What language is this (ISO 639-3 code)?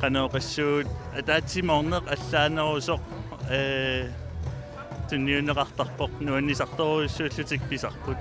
kal